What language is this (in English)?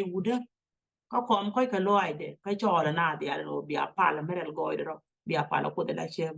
Nuer